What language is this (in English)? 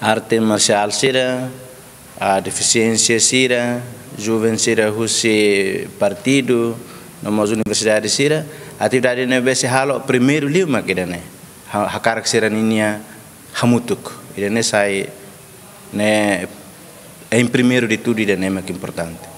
Tetum